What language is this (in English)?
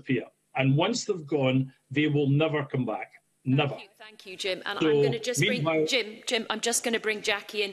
English